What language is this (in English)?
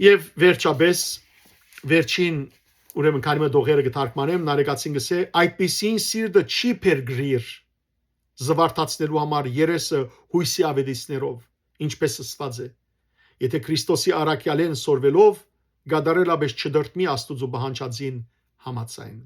Western Armenian